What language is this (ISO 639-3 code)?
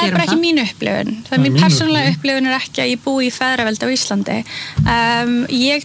isl